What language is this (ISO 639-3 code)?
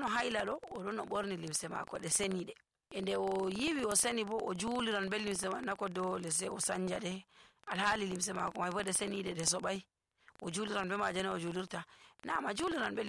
fuv